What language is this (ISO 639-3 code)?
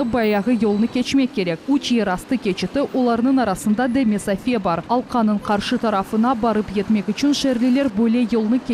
crh